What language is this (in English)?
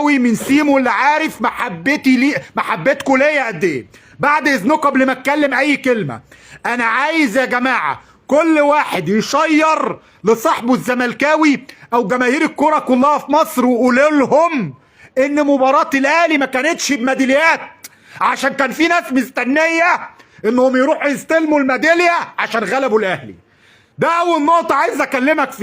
Egyptian Arabic